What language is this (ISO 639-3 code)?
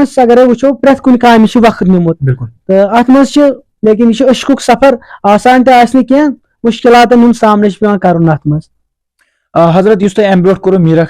kas